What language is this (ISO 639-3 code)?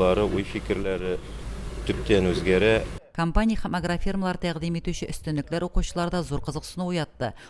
tat